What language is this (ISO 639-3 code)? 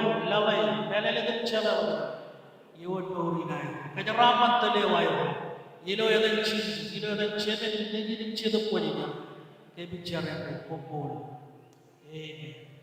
mah